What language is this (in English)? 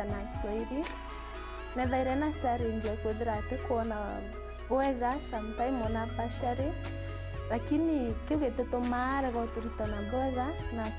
Meru